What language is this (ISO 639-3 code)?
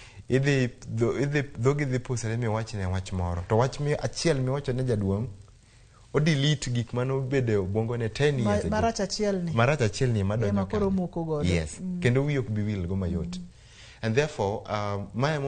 luo